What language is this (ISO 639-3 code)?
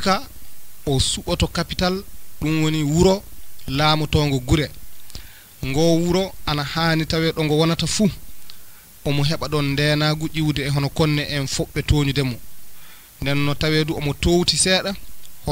ful